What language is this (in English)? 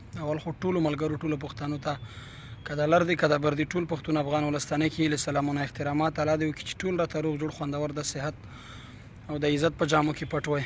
Pashto